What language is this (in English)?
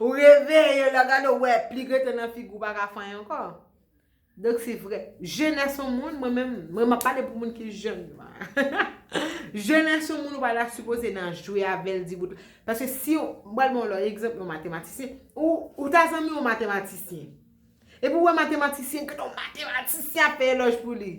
Haitian Creole